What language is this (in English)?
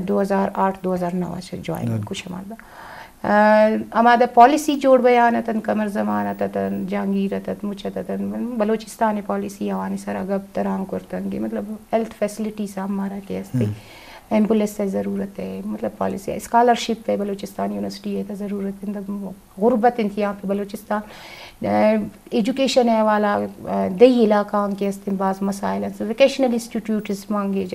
Eastern Balochi